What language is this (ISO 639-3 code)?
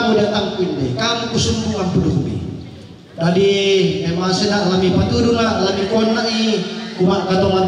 sda